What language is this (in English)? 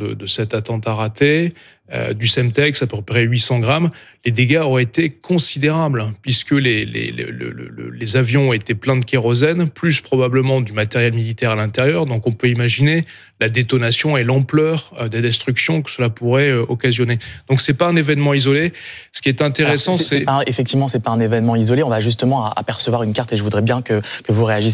French